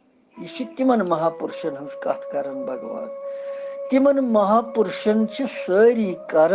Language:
Kashmiri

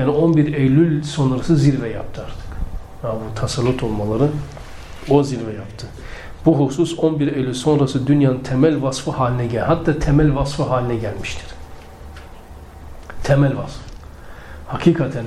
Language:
Turkish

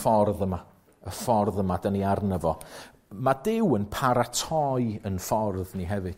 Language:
Welsh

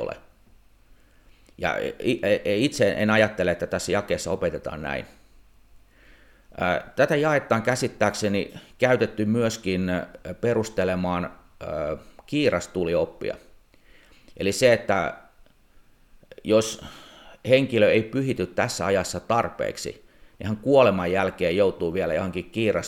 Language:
Finnish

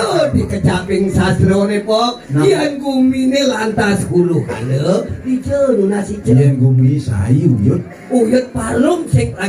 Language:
Balinese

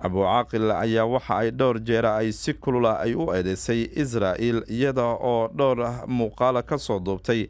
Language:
Somali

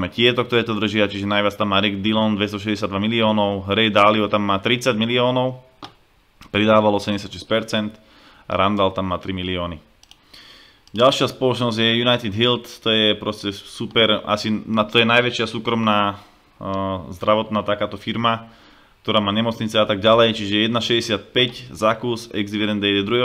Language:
Slovak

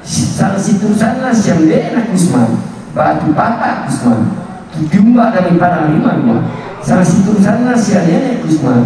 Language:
Toraja-Sa'dan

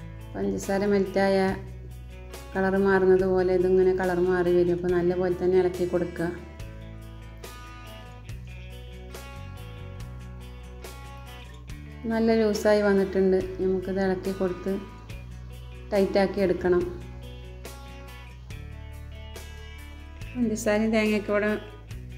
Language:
Malayalam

